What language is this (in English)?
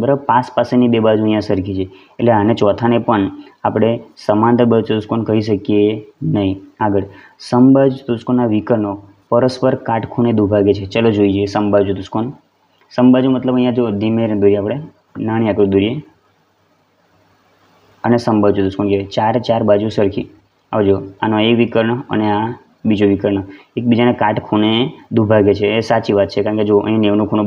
Gujarati